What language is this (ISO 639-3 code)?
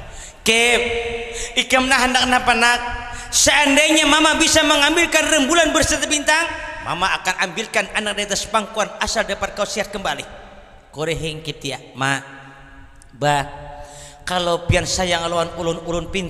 bjn